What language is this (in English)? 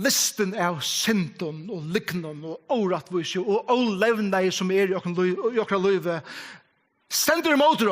Faroese